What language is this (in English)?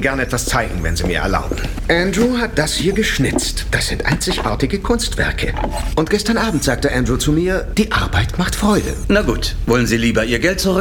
German